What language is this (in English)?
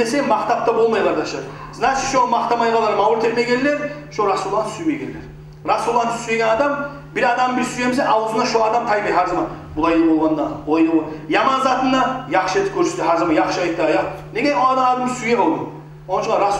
Kumyk